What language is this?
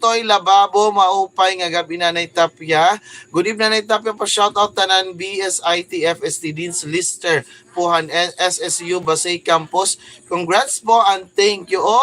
Waray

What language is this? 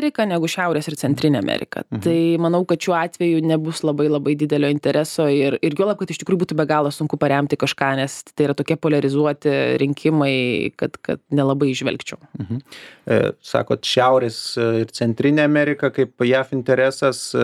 Lithuanian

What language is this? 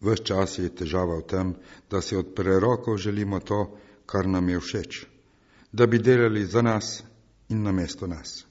Slovenian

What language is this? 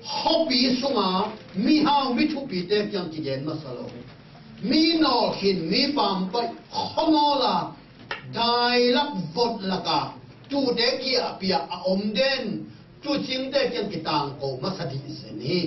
Tedim Chin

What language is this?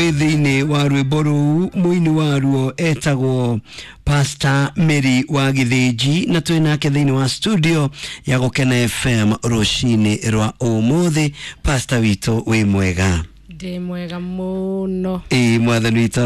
Kikuyu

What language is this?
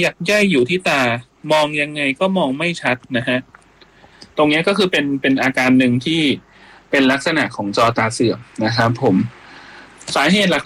Thai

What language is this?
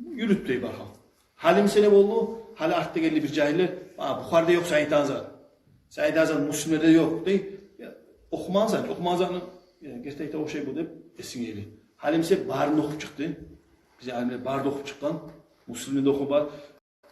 Kumyk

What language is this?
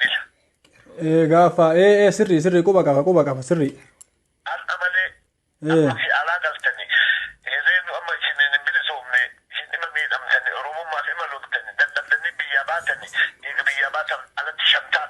Oromo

